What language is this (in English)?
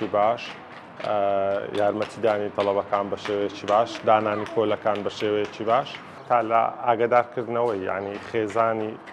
Central Kurdish